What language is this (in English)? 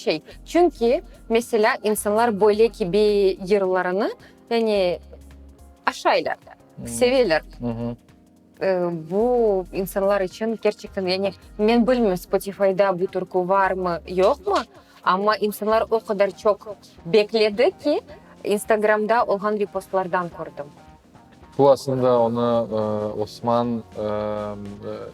Crimean Tatar